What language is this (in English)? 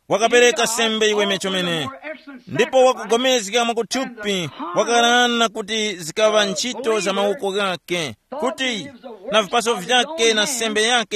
Tumbuka